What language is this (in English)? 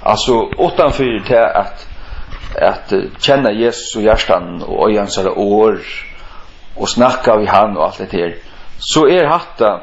Faroese